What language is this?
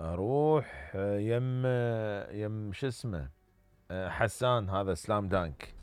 Mesopotamian Arabic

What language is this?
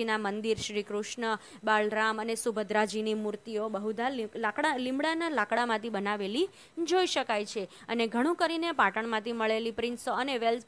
Gujarati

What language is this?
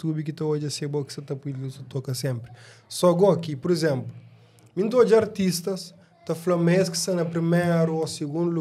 Kabuverdianu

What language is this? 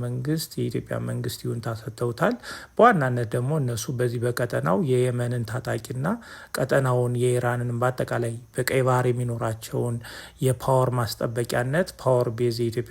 Amharic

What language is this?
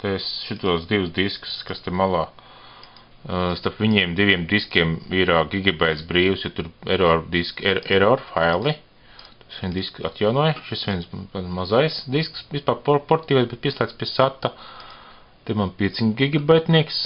Latvian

